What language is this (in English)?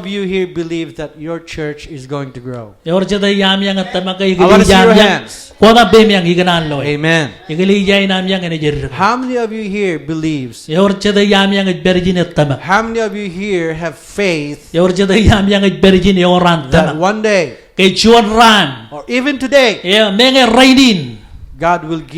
Marshallese